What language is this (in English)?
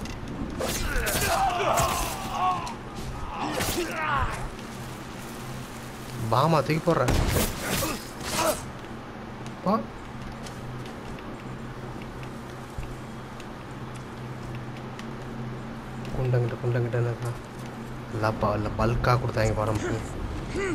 Tamil